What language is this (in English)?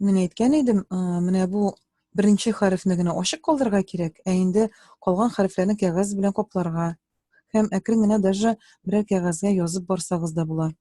Tatar